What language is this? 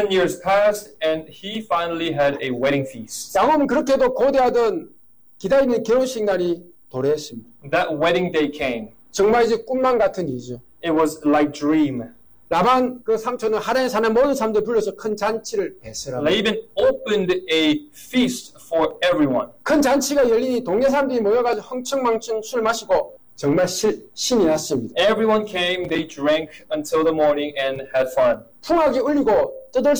Korean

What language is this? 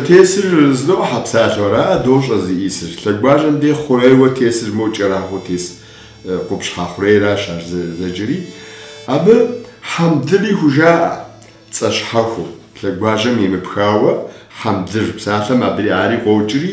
Kabardian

